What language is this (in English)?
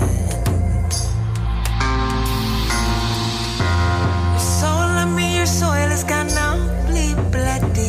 English